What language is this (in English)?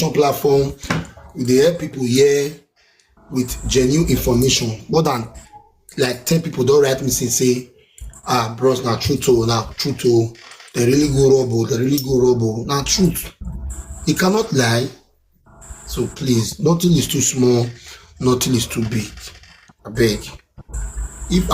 Nigerian Pidgin